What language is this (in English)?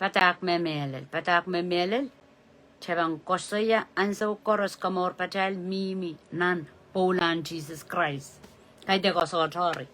Pohnpeian